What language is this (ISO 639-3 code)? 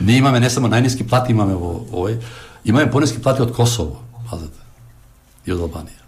mkd